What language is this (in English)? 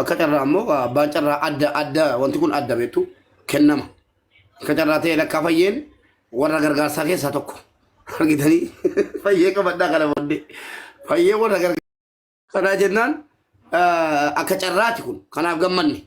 Oromo